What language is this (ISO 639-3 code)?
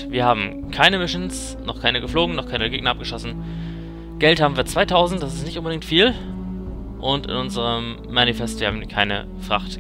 deu